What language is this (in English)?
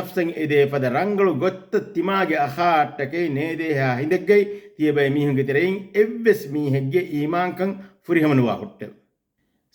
Divehi